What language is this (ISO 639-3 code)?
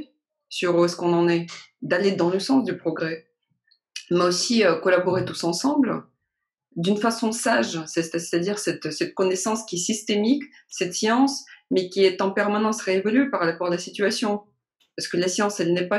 fra